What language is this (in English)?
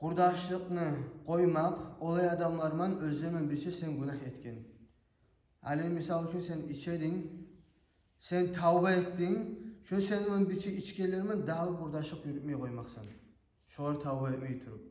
Kumyk